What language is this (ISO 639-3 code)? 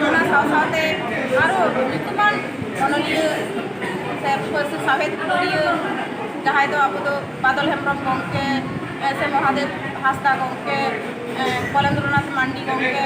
sat